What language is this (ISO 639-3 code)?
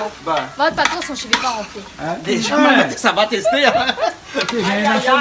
rcf